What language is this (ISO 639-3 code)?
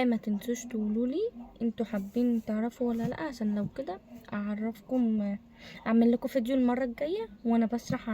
arz